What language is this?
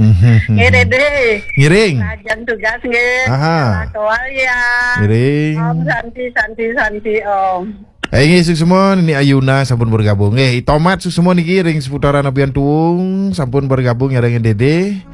Balinese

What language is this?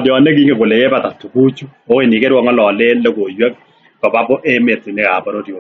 Kalenjin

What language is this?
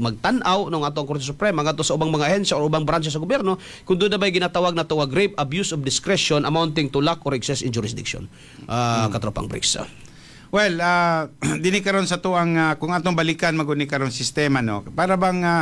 Cebuano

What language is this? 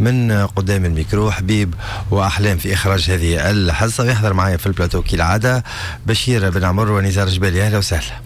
Tunisian Arabic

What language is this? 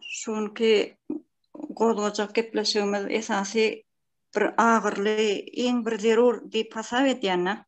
Turkmen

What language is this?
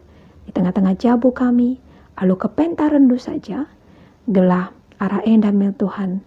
Batak Karo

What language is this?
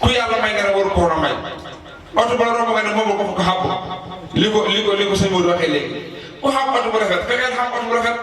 Wolof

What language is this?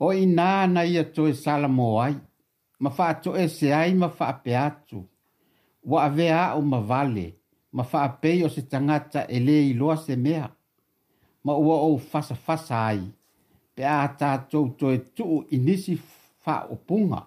Samoan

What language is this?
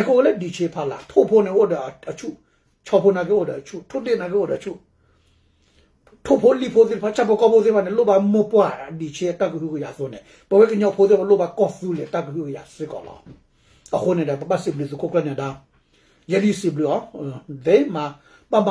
S'gaw Karen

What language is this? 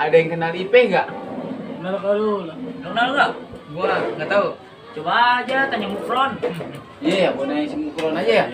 Betawi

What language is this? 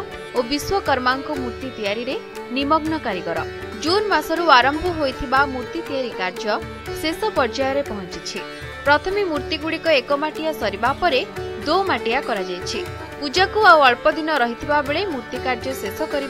Odia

